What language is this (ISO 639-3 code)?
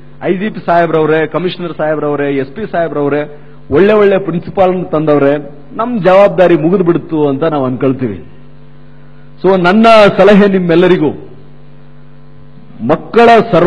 kan